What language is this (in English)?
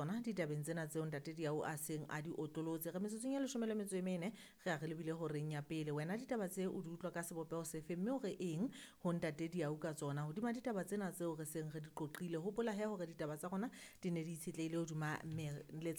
Southern Sotho